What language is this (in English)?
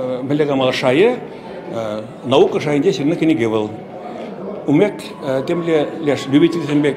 Chuvash